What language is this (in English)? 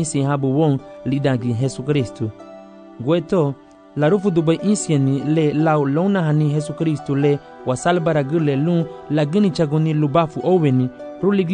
Garifuna